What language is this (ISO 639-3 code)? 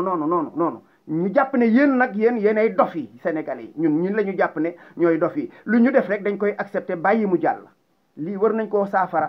wol